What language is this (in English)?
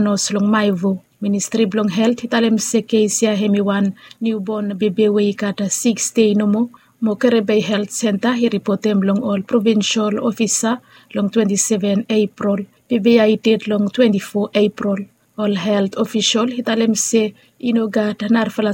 Bislama